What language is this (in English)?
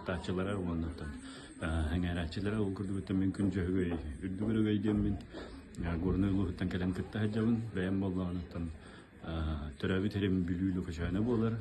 Yakut